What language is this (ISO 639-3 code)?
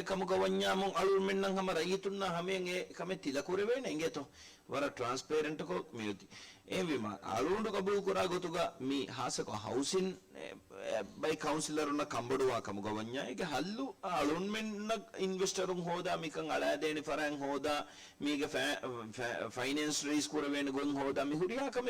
div